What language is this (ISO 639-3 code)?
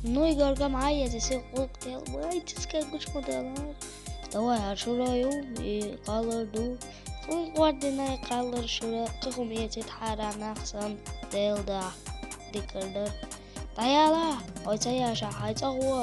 che